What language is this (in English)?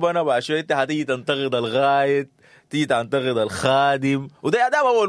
Sudanese Arabic